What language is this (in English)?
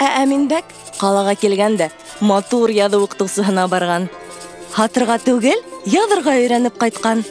Bashkir